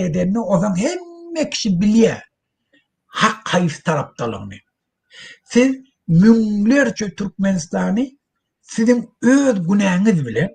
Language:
Turkmen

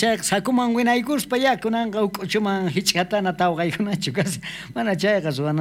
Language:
South Bolivian Quechua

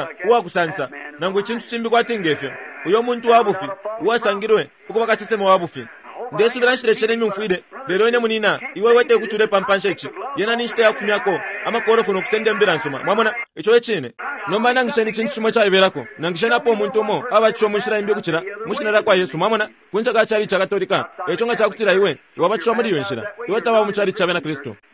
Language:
Bemba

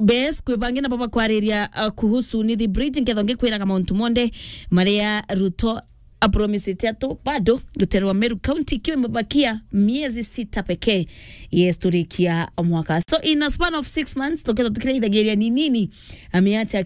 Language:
Meru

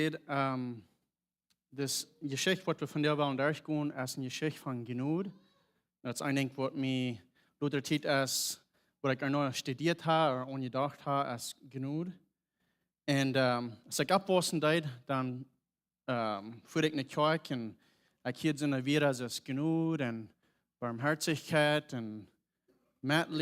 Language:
Plautdietsch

